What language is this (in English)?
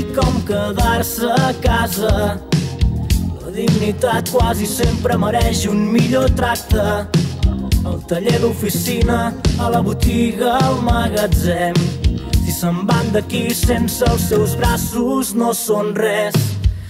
Catalan